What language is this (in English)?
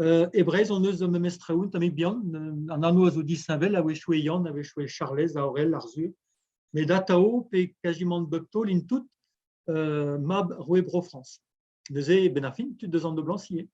Breton